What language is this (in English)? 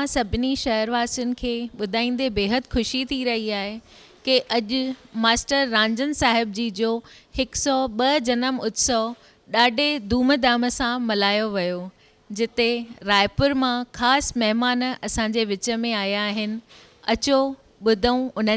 Sindhi